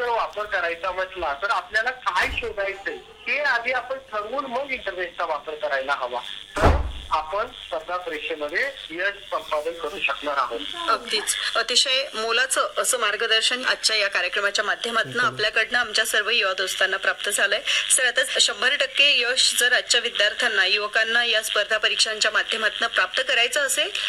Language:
Marathi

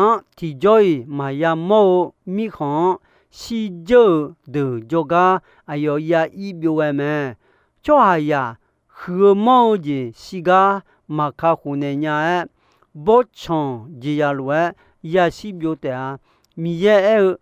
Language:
Akha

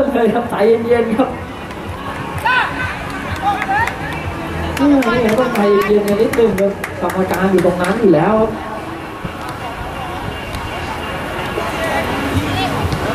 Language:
Thai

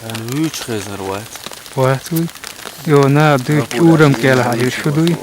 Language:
Chechen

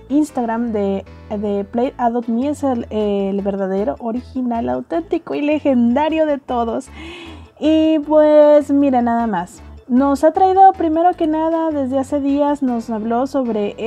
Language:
Spanish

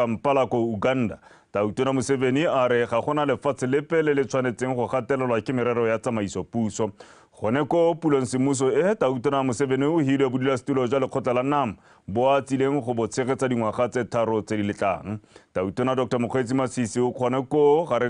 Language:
Tswana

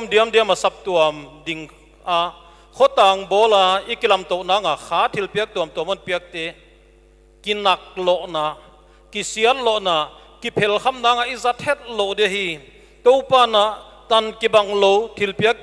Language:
Paite Chin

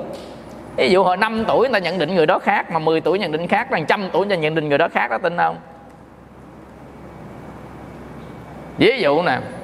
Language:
Vietnamese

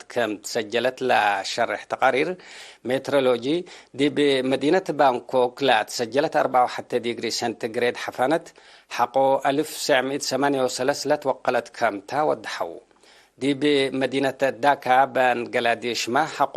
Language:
Tigre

